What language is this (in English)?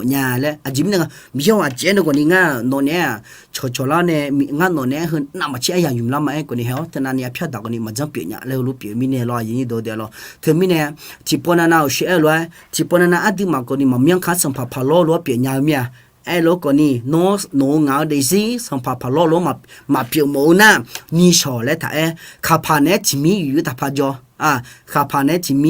Akha